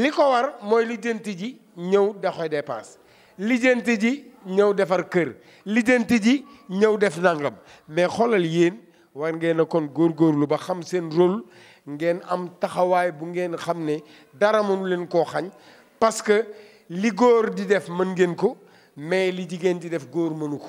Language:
Wolof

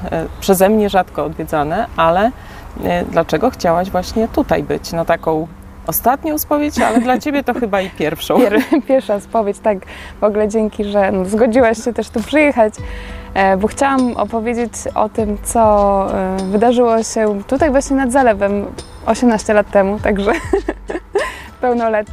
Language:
Polish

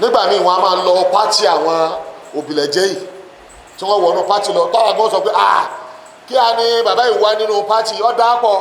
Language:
Yoruba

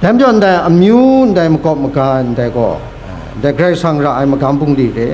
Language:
Kachin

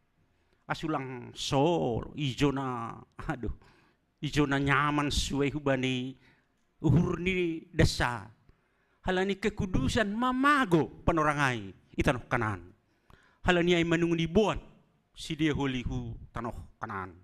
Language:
Batak Simalungun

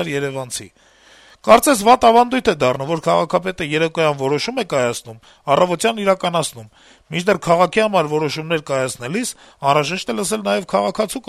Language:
Armenian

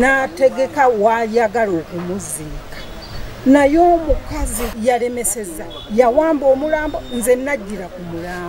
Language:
Ganda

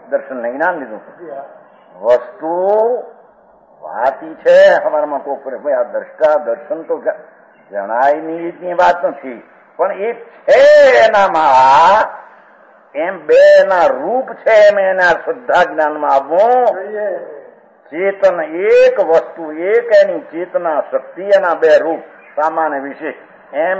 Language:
Gujarati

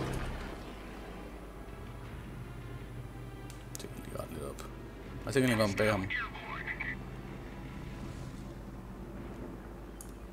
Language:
Danish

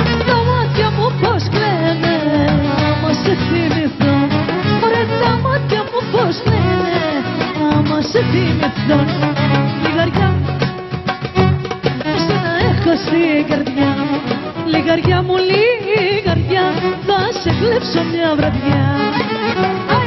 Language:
Greek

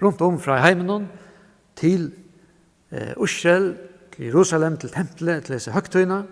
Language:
Faroese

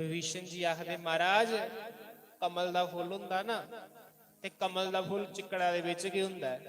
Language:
Dogri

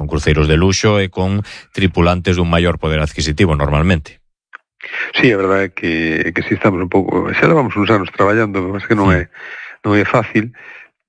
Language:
Galician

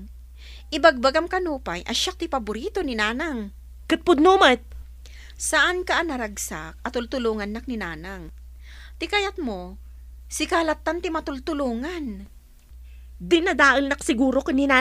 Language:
Iloko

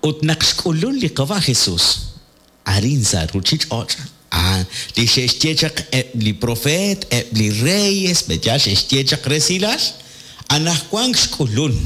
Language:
Kekchí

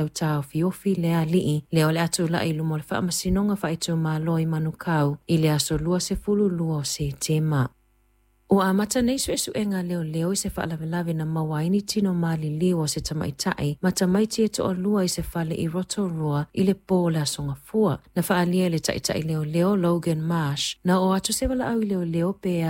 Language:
Samoan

